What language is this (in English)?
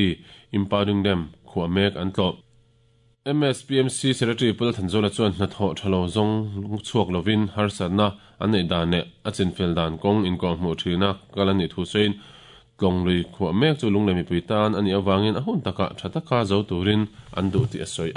Mizo